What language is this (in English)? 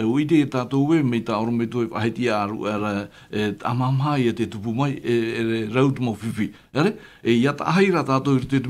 Tahitian